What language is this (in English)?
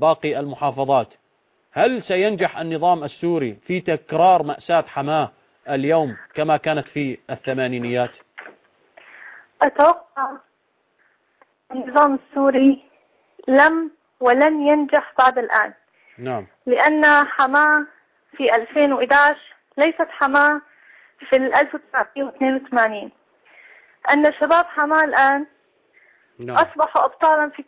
Arabic